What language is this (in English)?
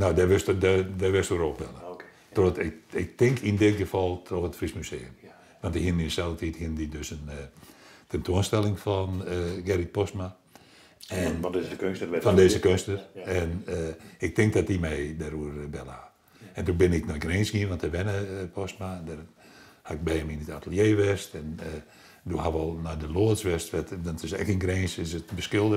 Western Frisian